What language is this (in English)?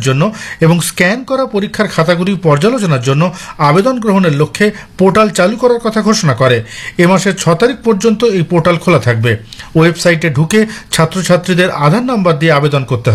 Bangla